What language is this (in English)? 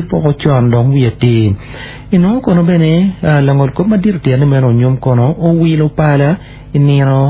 Acoli